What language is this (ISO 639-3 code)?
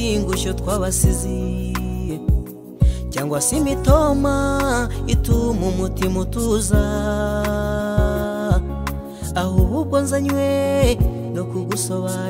kin